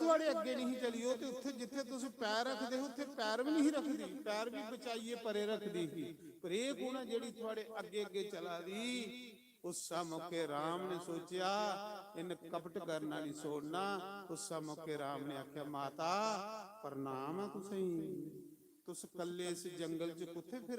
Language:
Dogri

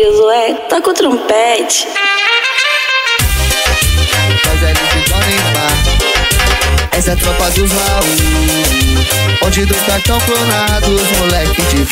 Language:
Portuguese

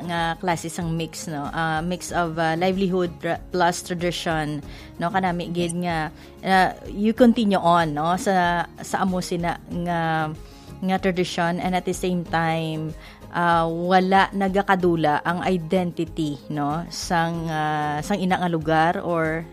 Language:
Hiligaynon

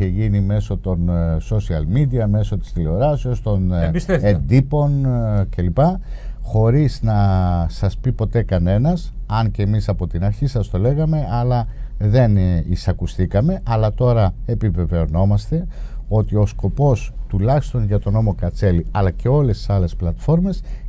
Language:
Greek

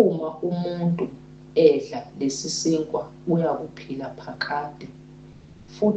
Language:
Zulu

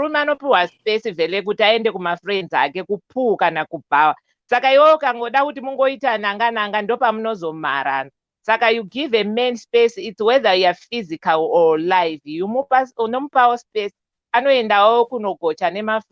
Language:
Shona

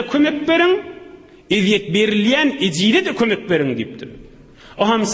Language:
Turkmen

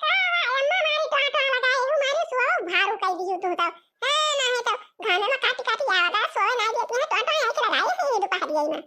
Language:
Awadhi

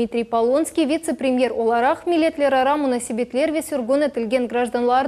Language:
Crimean Tatar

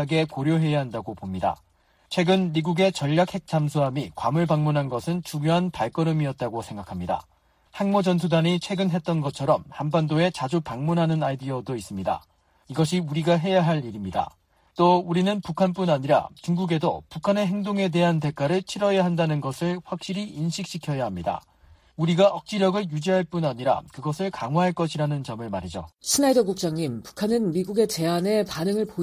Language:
Korean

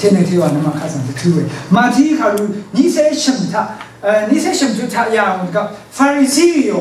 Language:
Rawang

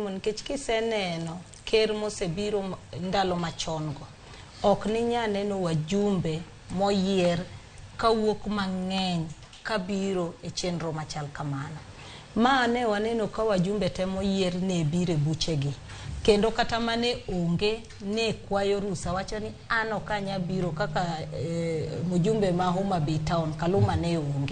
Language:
Luo (Kenya and Tanzania)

